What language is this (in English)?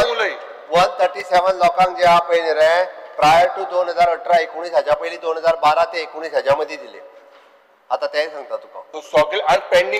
Konkani